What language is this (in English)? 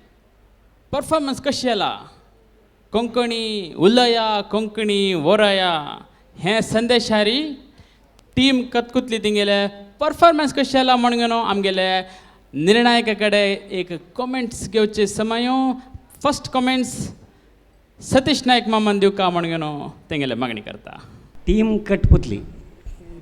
Konkani